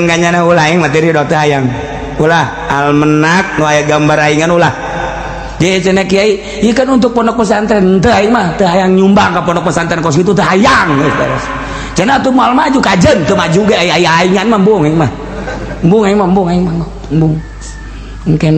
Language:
Sundanese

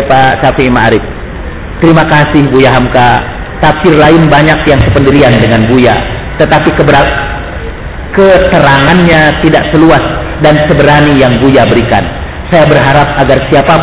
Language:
Indonesian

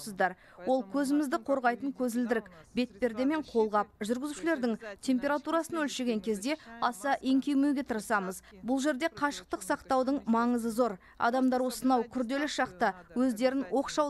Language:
Kazakh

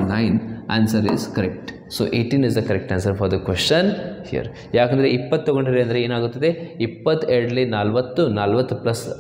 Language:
Kannada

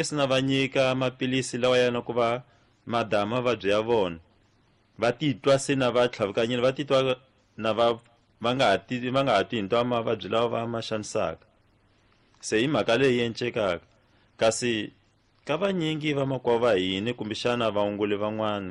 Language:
Tsonga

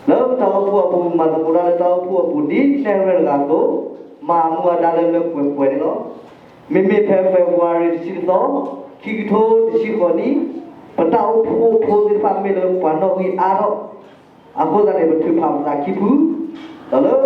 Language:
S'gaw Karen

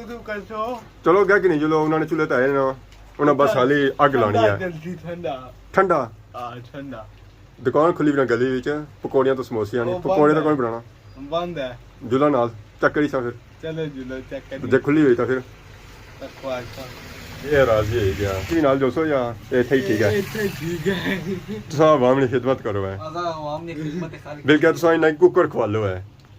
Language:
Pahari-Potwari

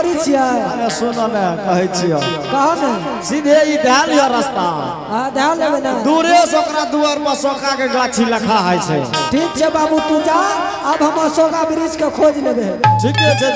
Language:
Angika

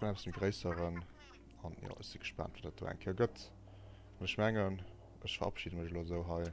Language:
Luxembourgish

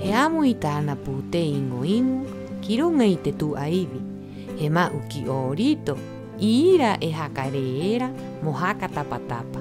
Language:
Rapanui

